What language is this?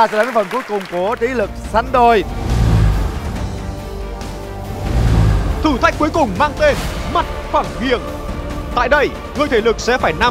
Vietnamese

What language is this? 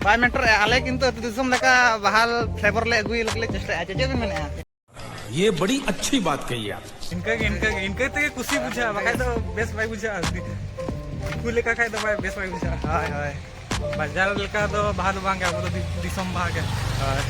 Santali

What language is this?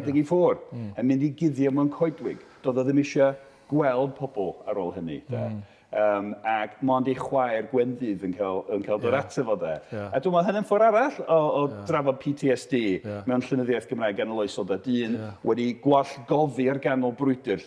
Welsh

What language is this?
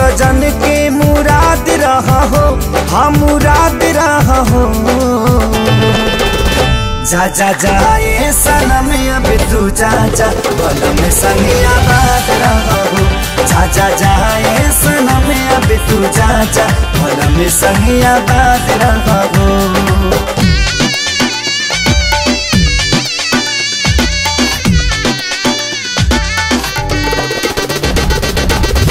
Bhojpuri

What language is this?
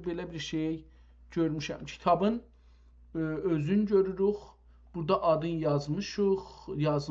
South Azerbaijani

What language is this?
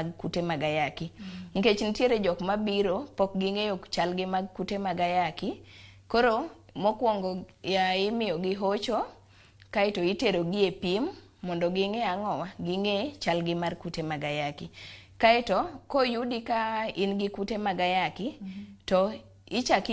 Luo (Kenya and Tanzania)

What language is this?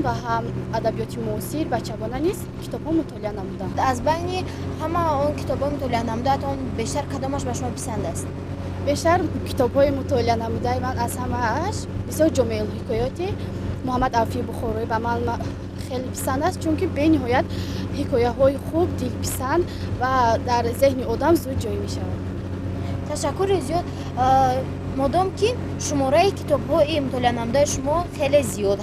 Tajik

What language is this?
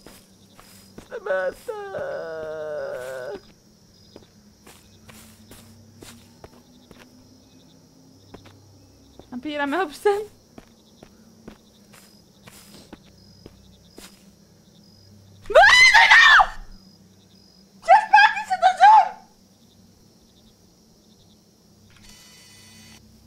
Greek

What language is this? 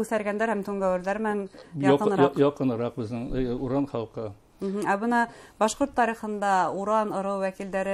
Bashkir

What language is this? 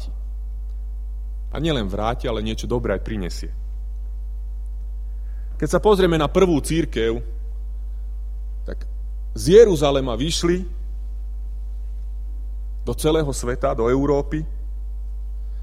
Slovak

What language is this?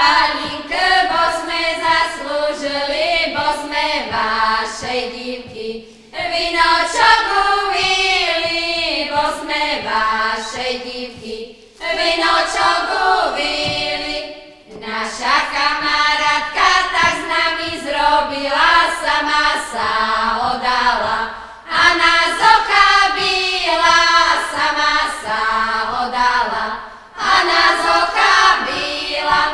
Rusyn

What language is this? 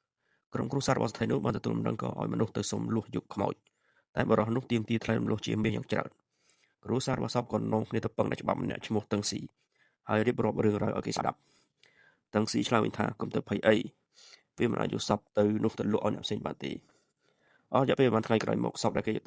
Khmer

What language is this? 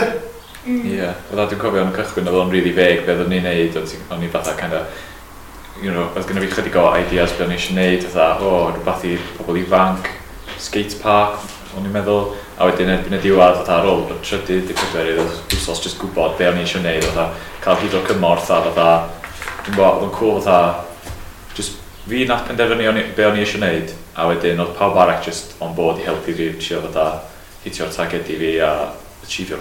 Welsh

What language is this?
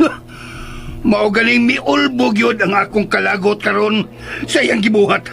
Cebuano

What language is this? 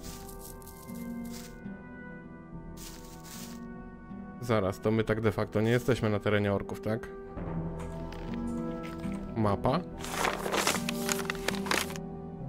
Polish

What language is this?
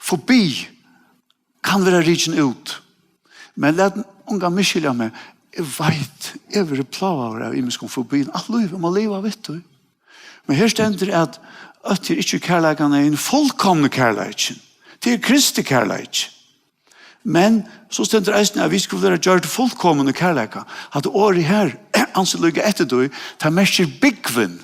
Faroese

